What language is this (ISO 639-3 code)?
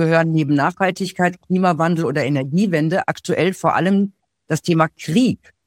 deu